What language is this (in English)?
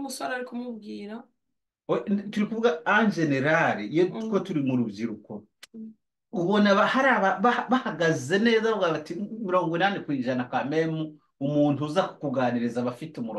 Kinyarwanda